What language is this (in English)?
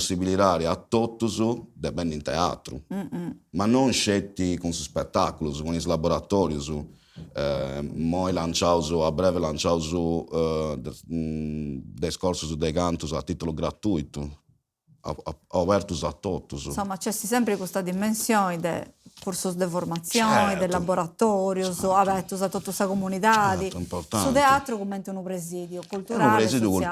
Sardinian